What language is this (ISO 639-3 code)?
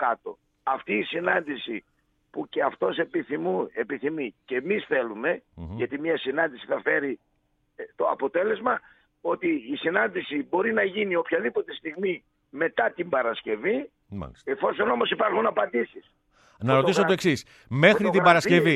ell